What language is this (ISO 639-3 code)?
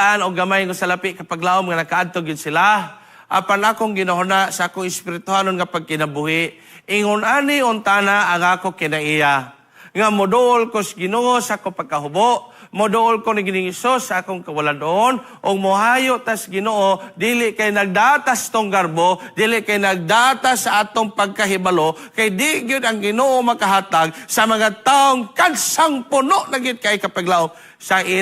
ceb